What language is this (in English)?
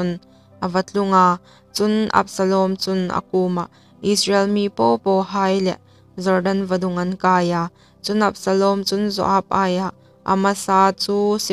Hmar